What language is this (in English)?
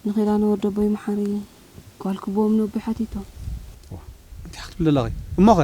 Tigrinya